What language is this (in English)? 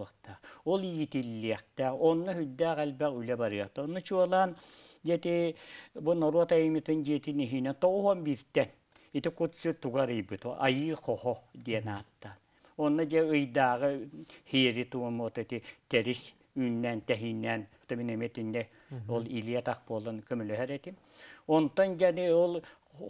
Yakut